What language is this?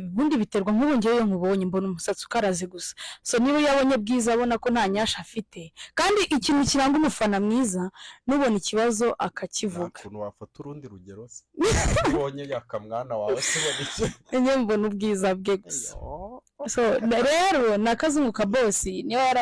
Kinyarwanda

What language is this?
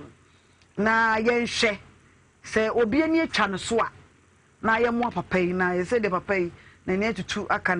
Akan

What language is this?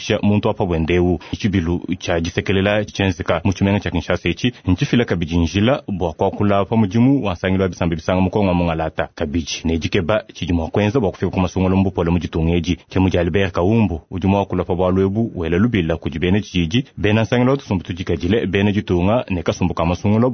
Luba-Lulua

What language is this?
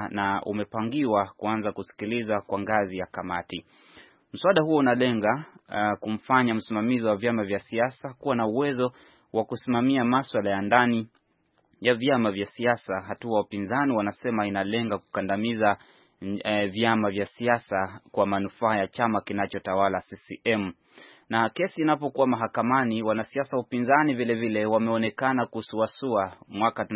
Swahili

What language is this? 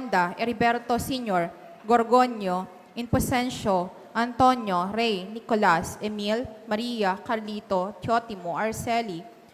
Bikol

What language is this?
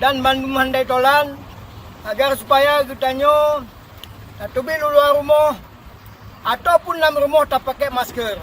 Achinese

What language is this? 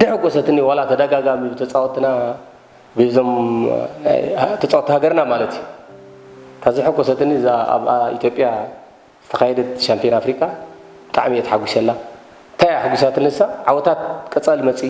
Tigrinya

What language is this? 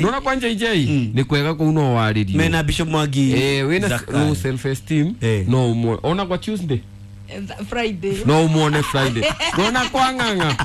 Kikuyu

